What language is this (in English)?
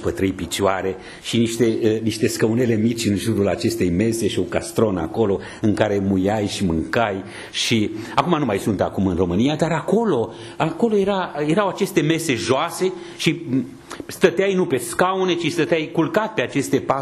Romanian